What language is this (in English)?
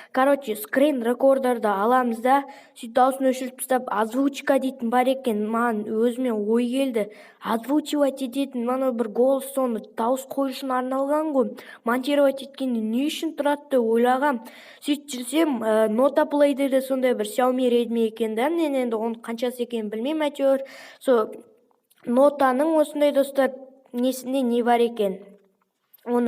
Kazakh